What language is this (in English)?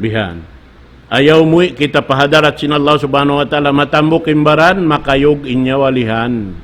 Tausug